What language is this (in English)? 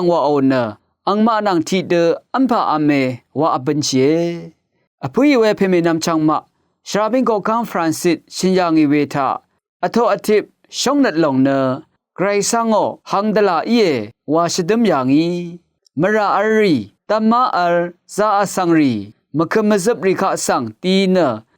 Rawang